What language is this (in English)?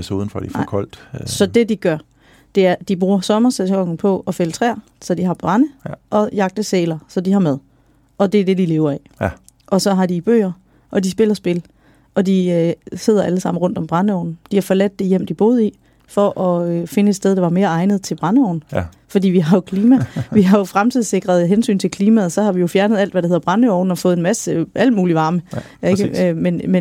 Danish